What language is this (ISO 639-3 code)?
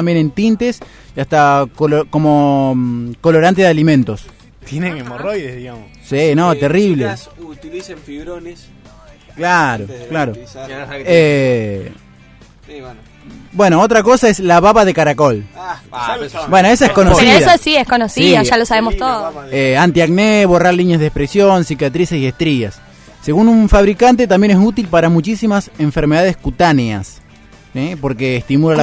spa